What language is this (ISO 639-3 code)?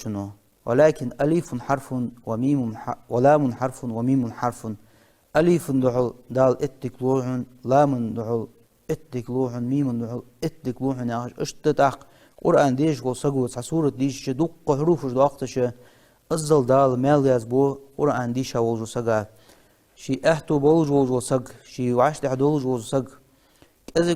inh